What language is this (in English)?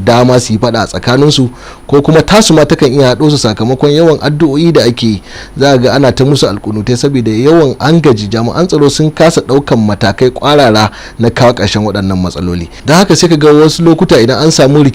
Hausa